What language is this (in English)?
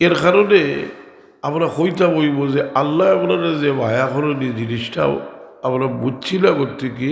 Sylheti